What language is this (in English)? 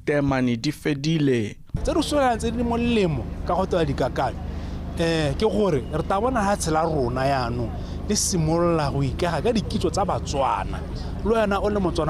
Tswana